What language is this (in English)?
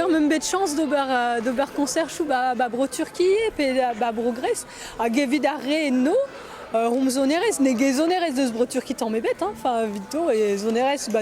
Breton